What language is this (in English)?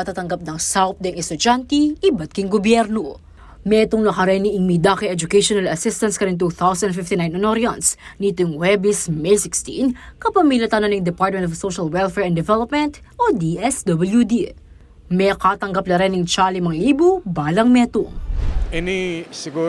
Pampanga